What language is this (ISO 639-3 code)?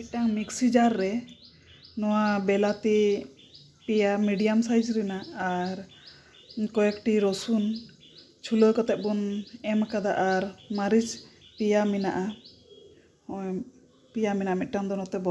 sat